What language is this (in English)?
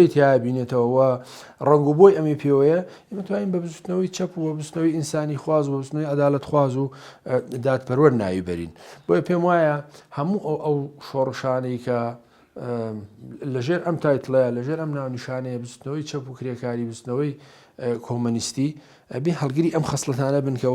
Central Kurdish